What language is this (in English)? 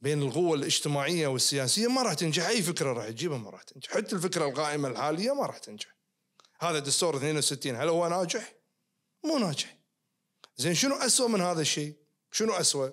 Najdi Arabic